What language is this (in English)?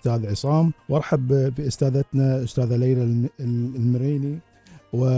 Gulf Arabic